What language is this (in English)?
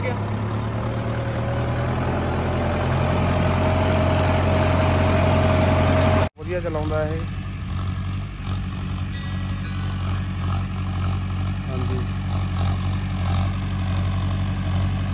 Punjabi